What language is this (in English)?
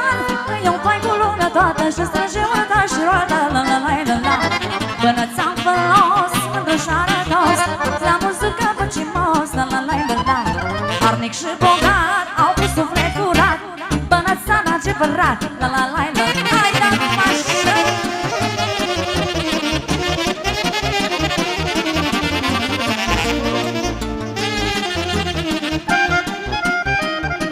Romanian